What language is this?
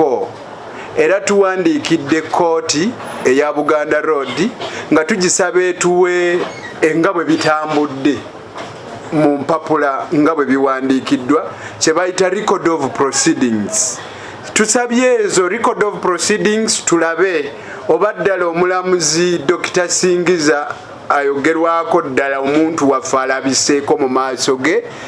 Ganda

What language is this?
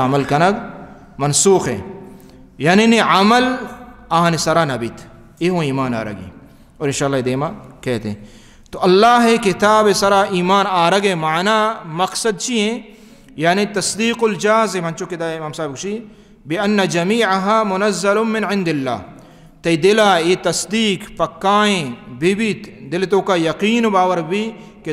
Baluchi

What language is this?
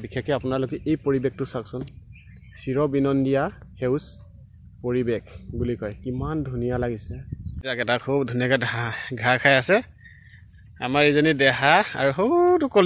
Assamese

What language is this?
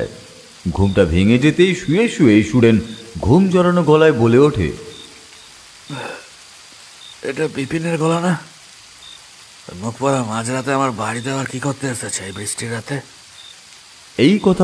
Bangla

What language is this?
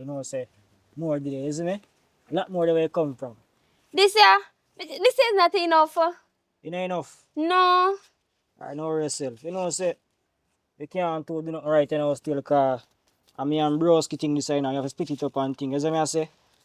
Jamaican Creole English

